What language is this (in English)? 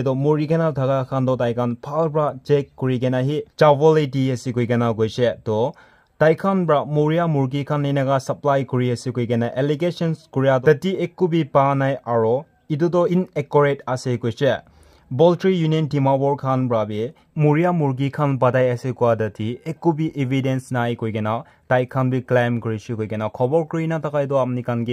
Naga Pidgin